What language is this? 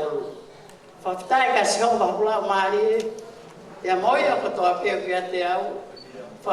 Tongan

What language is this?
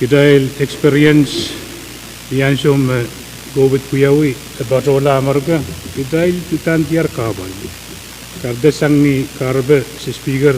Pohnpeian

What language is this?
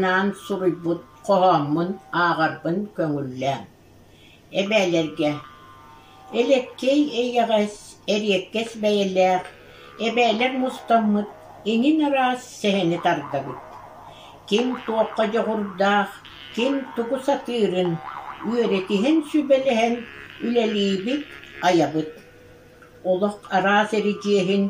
Yakut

